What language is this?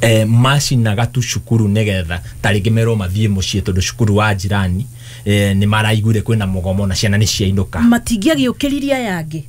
Kikuyu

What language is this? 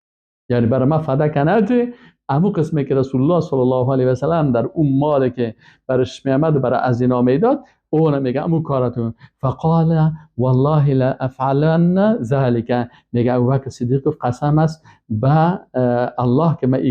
Persian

